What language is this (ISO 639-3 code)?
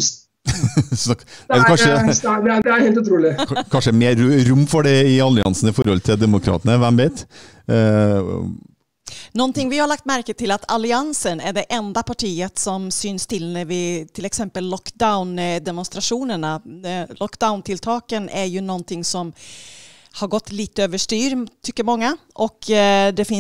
nor